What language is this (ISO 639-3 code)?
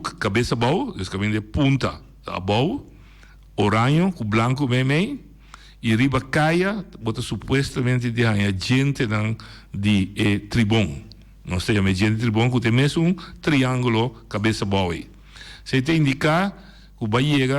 pap